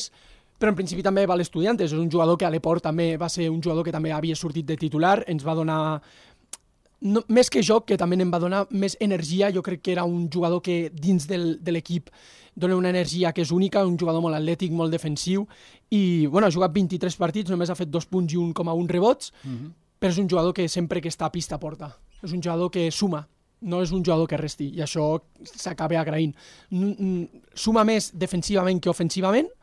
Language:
Catalan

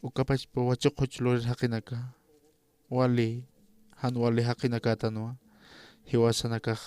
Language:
Aymara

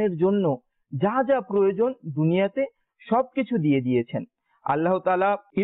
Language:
Bangla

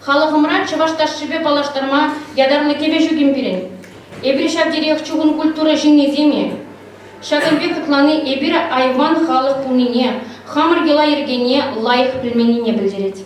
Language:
Chuvash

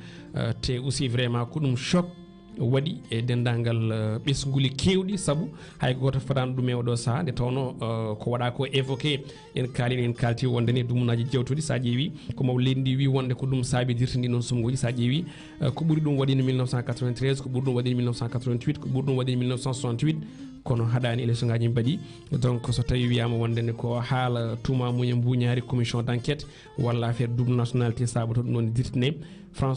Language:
Fula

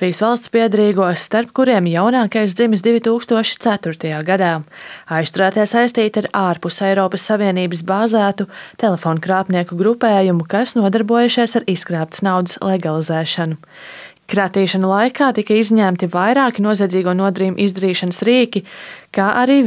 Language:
Latvian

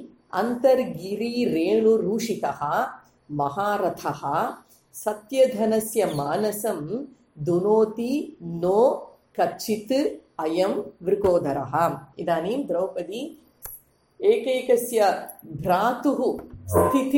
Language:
Sanskrit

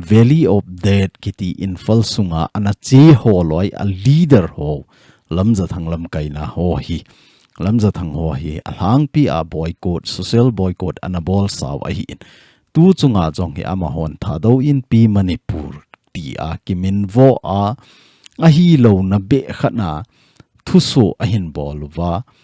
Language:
Thado Chin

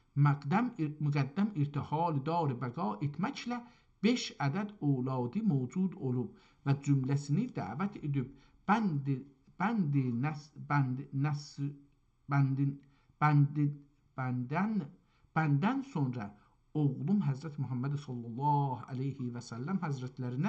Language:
South Azerbaijani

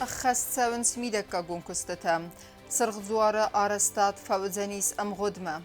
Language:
Ossetic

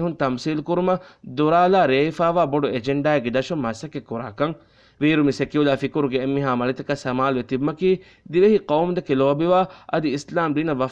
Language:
Divehi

